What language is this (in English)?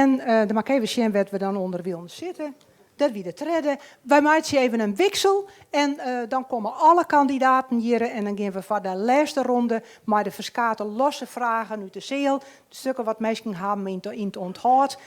Western Frisian